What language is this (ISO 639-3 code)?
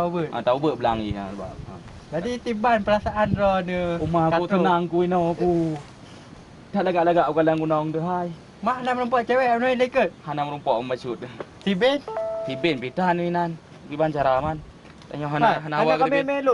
ace